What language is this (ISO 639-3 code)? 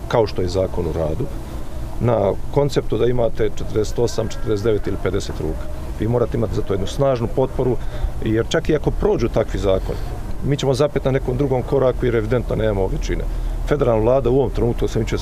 bos